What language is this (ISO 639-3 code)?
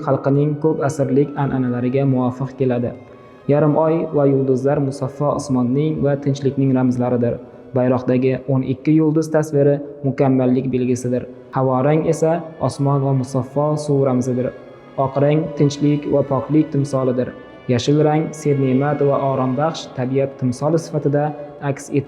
uzb